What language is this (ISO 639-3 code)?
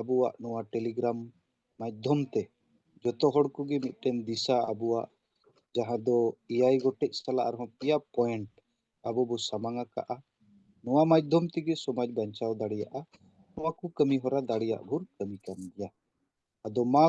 sat